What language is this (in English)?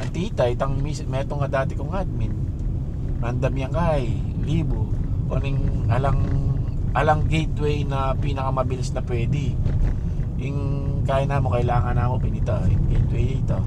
Pampanga